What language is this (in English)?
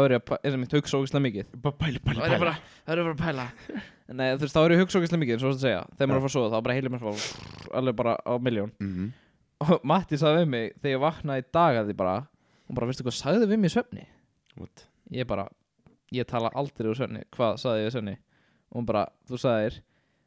Icelandic